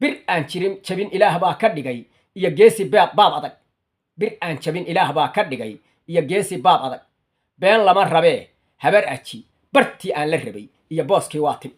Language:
Somali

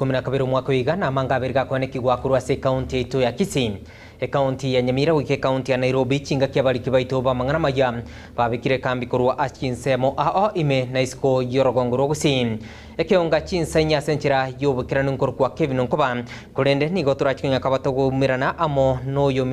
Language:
Gusii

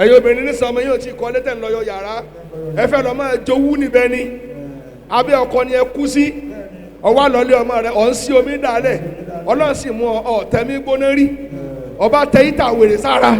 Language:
Yoruba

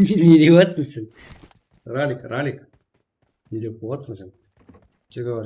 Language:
Kara-Kalpak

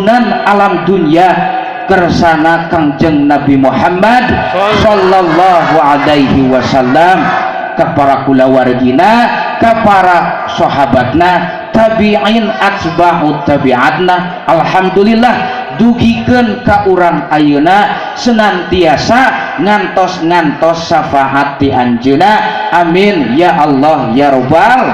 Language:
Sundanese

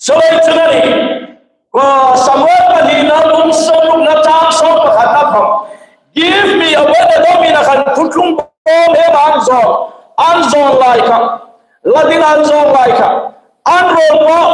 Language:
Hmar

